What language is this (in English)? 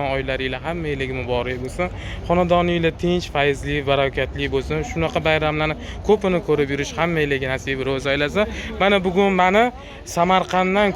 Uzbek